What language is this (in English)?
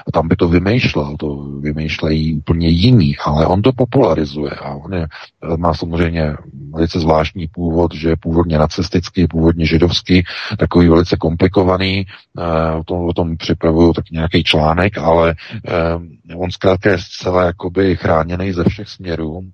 Czech